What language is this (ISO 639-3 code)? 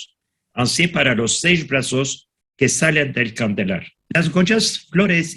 lad